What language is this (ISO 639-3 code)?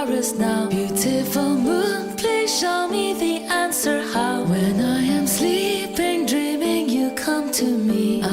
tsn